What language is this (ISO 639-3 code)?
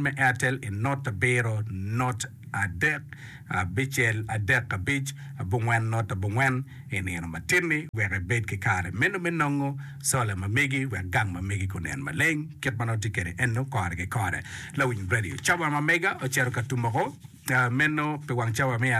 ach